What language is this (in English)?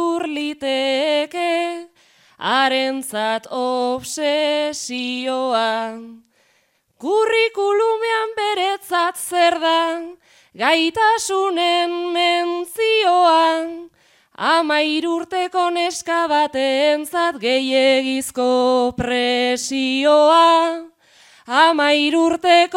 Basque